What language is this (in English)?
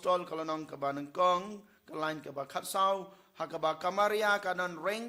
Khasi